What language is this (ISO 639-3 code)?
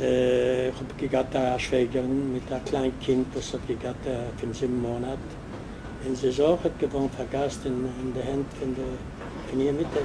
yid